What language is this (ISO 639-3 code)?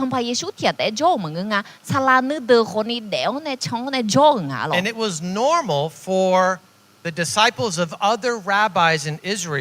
ahk